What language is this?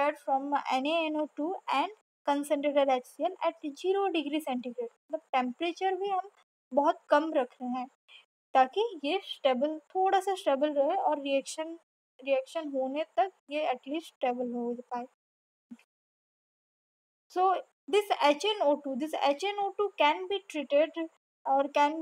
Hindi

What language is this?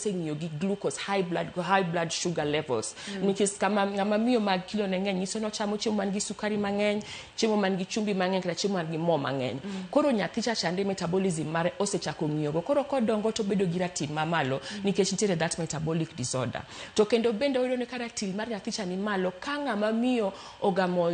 Luo (Kenya and Tanzania)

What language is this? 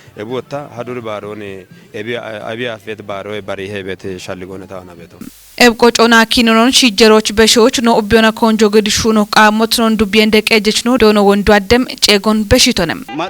Kafa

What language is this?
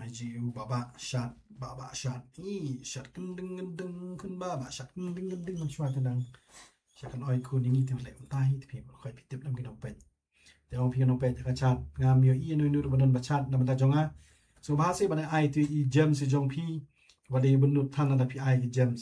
Khasi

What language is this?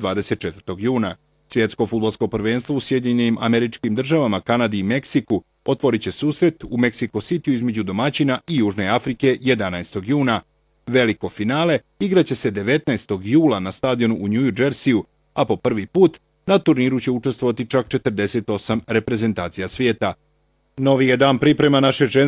Bosnian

